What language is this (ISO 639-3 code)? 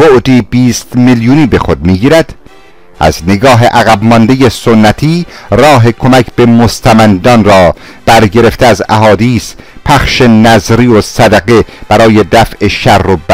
fas